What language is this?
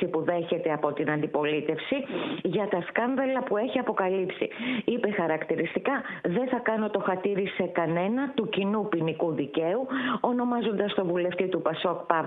Greek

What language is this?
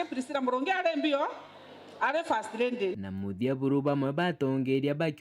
Meru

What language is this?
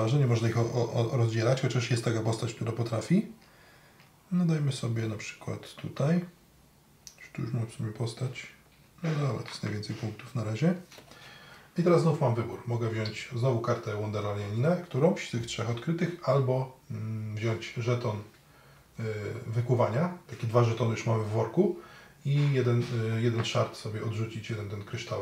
Polish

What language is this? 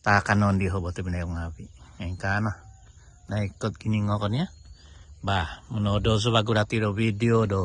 Central Dusun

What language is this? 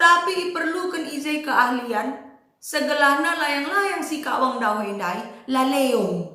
Batak Karo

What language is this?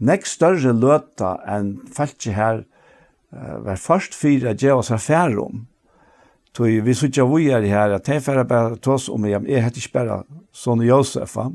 Faroese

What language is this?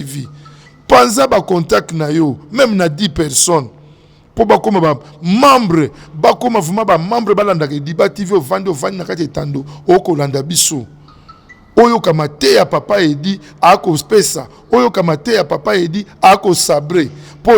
Lingala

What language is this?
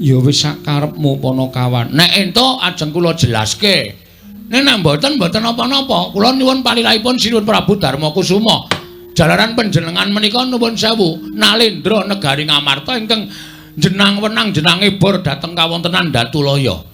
Javanese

